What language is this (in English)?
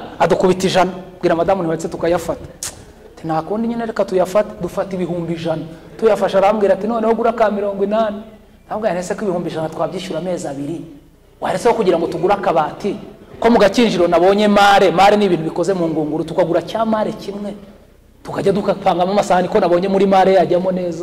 Kinyarwanda